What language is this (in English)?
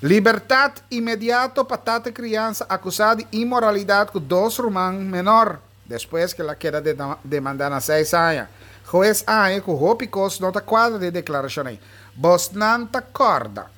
Papiamento